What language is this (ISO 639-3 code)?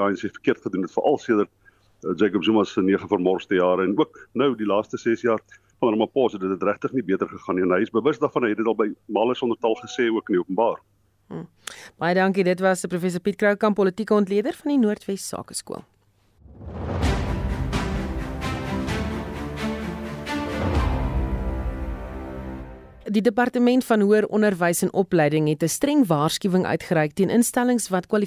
afr